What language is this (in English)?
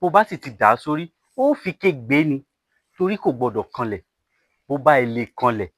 Yoruba